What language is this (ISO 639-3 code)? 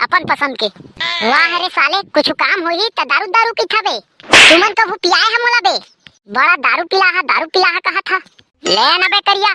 hne